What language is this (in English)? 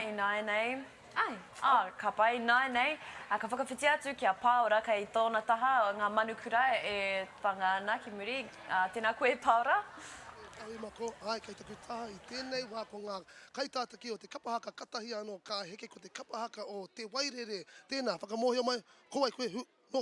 Māori